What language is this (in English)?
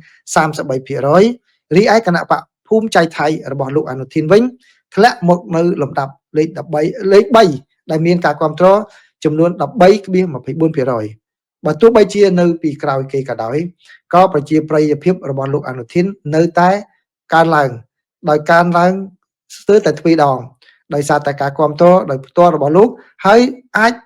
Khmer